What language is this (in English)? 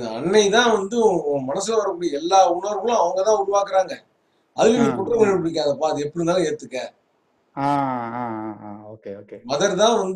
Tamil